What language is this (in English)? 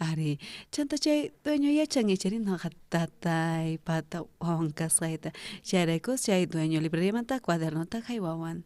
South Bolivian Quechua